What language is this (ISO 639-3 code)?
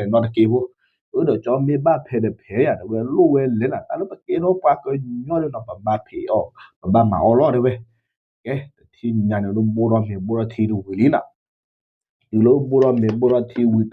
ksw